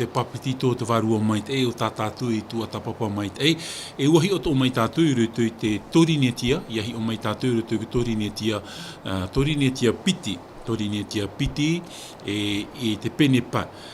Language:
Tahitian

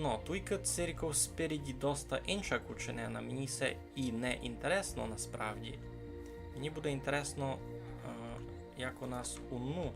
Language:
Rusyn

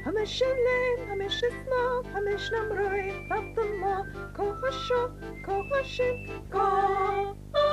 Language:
Scottish Gaelic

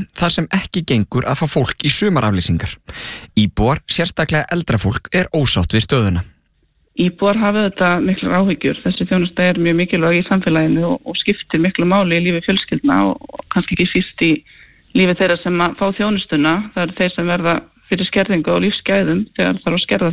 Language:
Icelandic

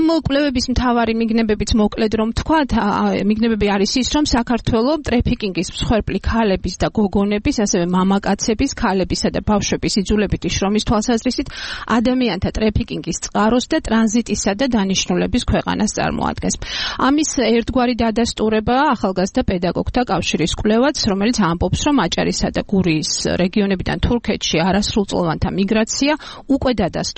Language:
Georgian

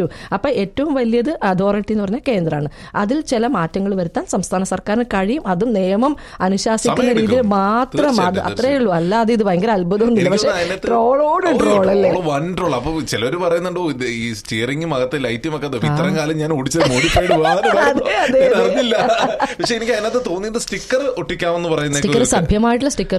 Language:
Malayalam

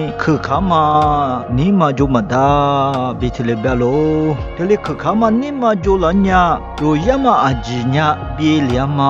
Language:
Lisu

